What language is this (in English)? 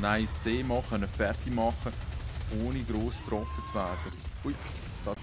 Swiss German